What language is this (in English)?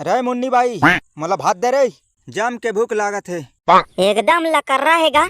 Chhattisgarhi